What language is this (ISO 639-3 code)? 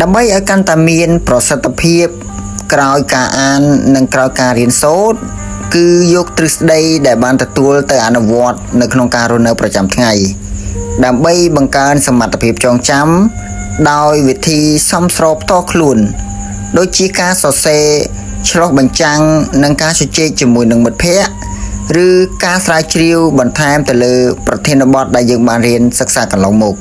khm